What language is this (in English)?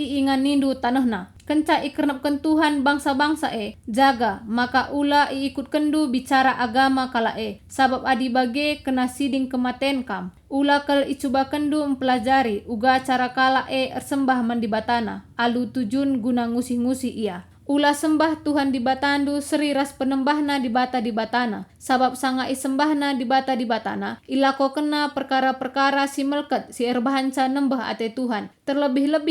Batak Karo